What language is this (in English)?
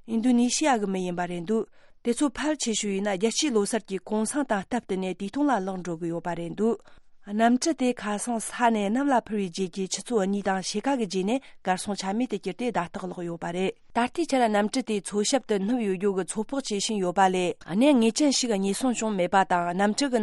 Tibetan